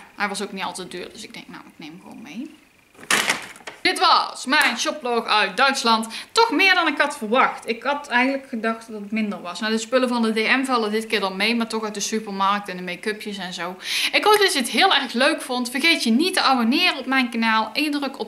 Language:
Dutch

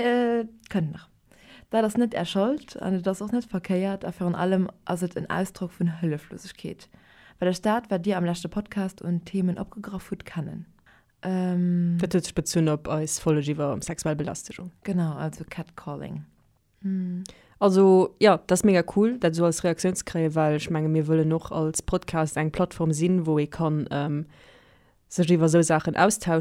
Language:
Luxembourgish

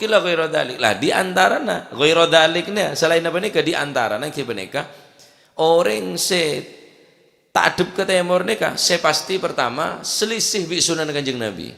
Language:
Madurese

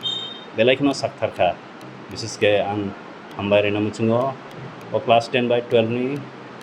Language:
Kok Borok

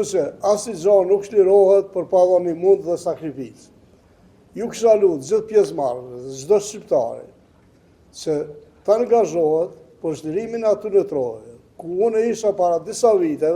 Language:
Albanian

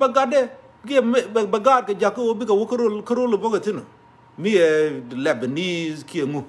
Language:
Nuer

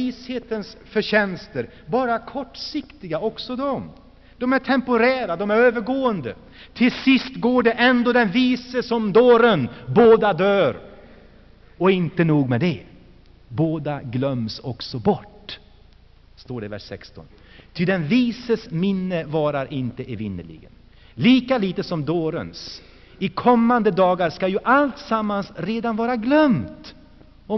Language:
Swedish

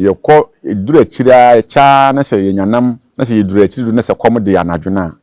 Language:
Akan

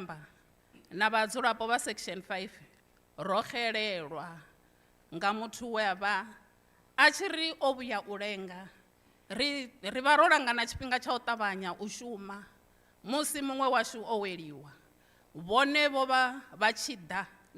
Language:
Venda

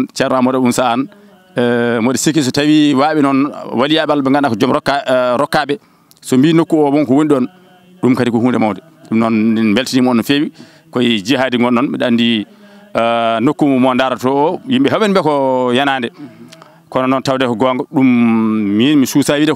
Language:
Fula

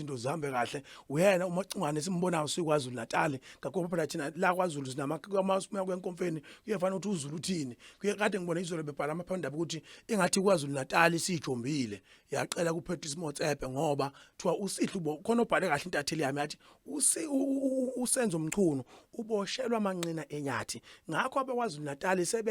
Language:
Zulu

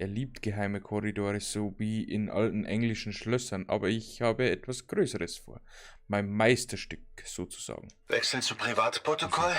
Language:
Bavarian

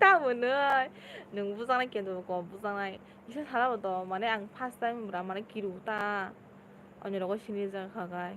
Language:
Kok Borok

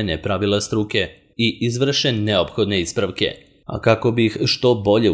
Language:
Serbian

